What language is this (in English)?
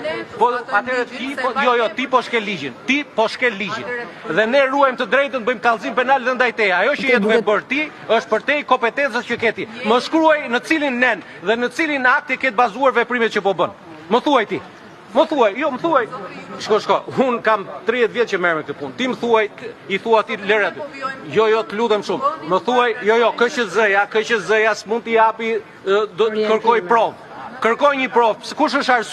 Albanian